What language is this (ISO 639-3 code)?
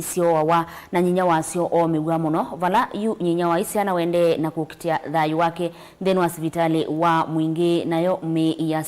kam